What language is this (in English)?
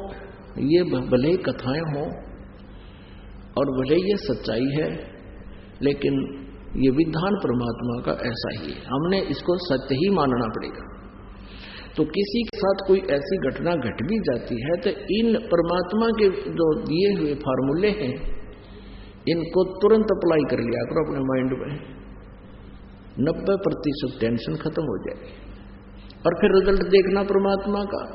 Hindi